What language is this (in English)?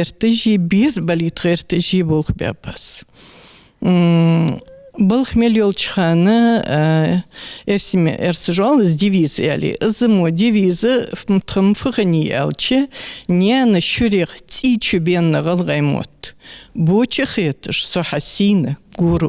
Ingush